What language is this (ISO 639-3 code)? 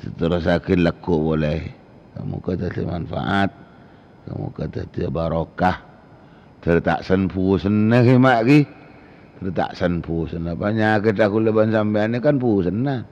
mad